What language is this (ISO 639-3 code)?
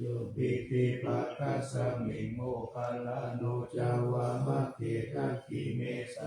pli